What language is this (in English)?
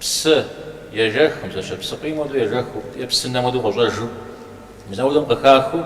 Kabardian